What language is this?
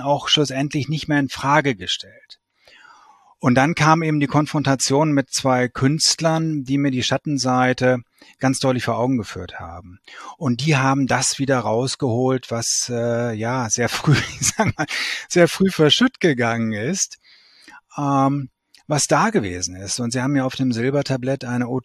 German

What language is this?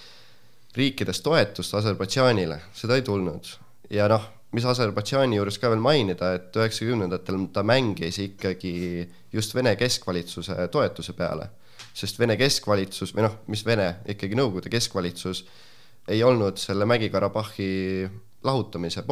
Estonian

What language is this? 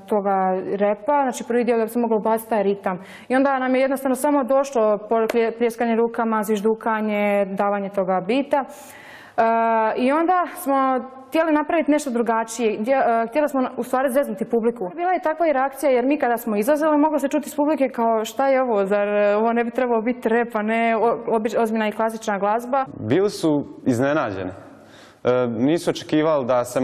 Croatian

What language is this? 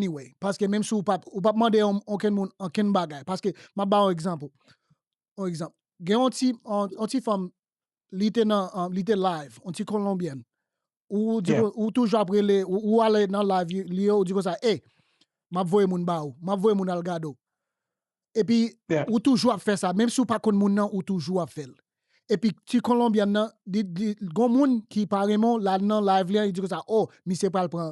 Haitian Creole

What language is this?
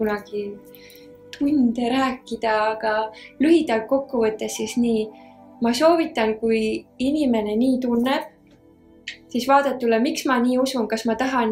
Estonian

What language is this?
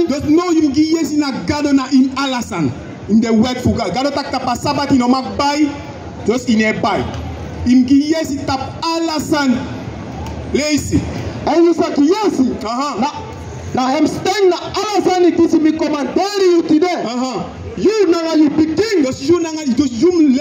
Sranan Tongo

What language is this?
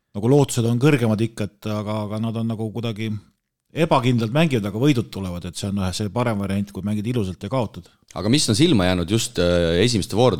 Estonian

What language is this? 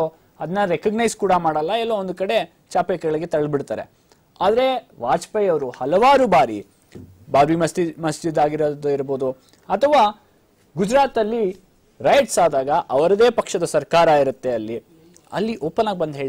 Kannada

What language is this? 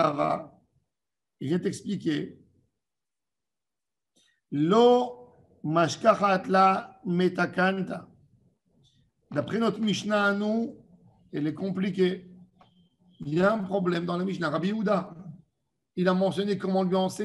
French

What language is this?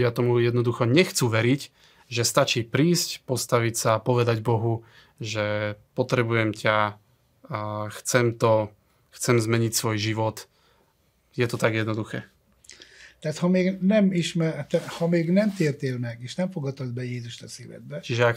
Slovak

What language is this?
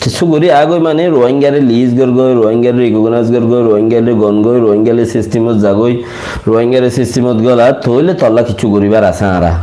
Rohingya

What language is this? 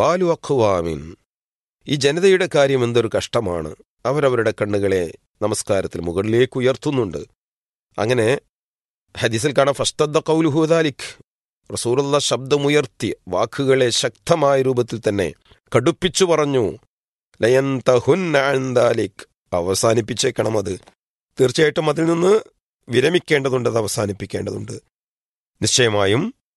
Malayalam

